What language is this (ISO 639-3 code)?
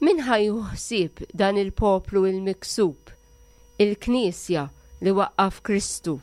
mlt